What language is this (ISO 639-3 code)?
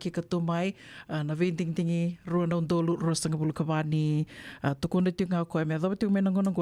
fij